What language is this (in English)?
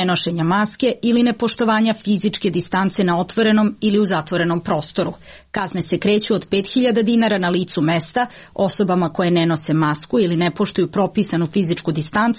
Serbian